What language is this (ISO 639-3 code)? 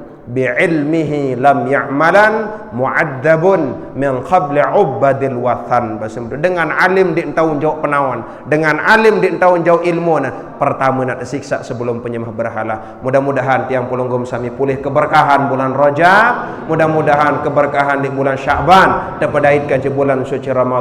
sas